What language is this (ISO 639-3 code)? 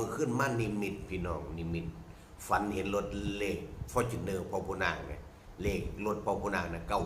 tts